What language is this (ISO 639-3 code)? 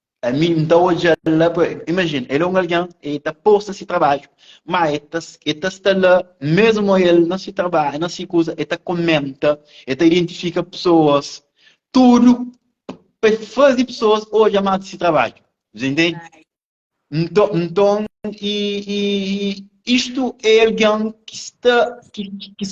kea